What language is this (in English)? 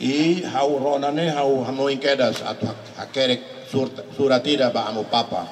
Tetum